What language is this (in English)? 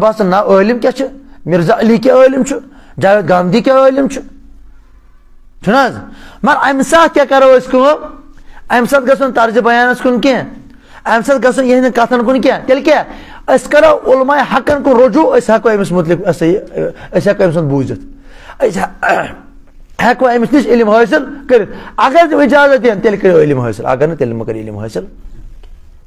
Kashmiri